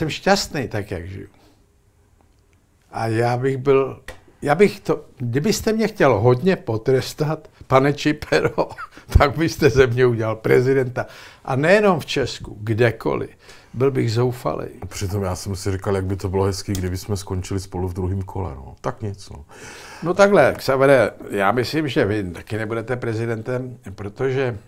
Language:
Czech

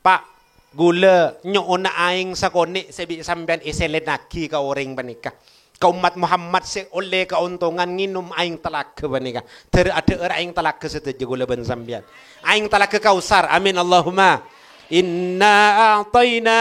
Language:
Madurese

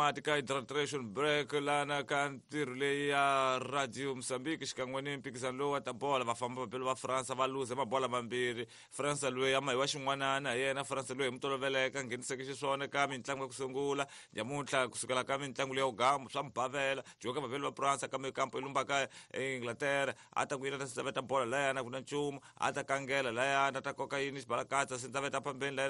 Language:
Tsonga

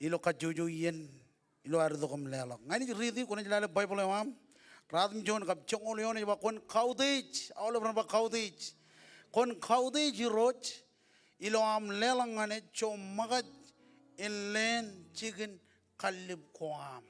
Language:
Marshallese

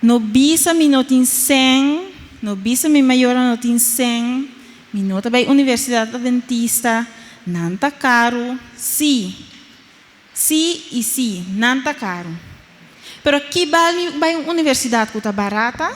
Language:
Papiamento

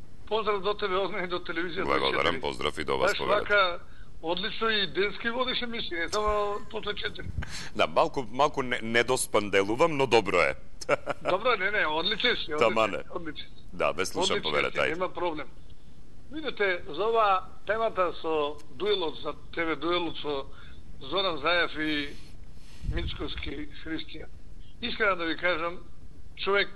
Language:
Macedonian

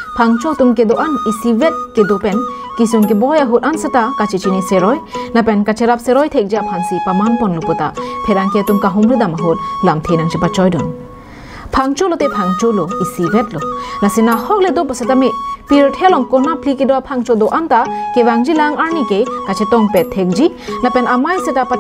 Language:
Karbi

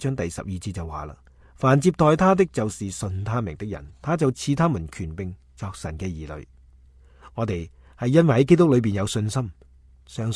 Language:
Cantonese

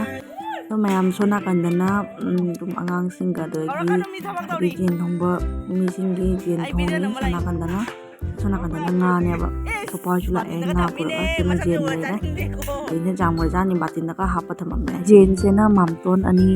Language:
Manipuri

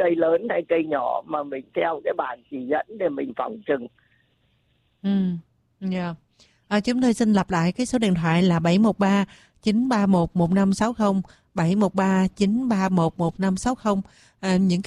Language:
Vietnamese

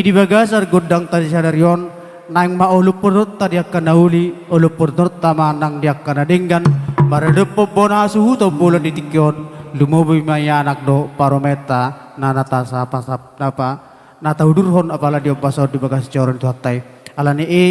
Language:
Batak Toba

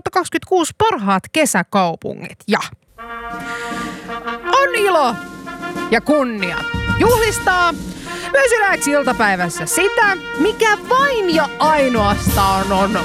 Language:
Finnish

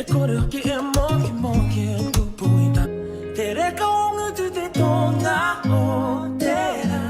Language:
Māori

